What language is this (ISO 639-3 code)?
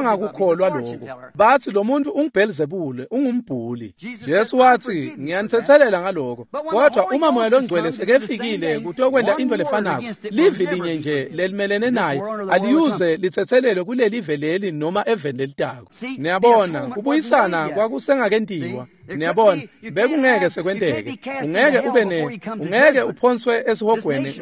ssw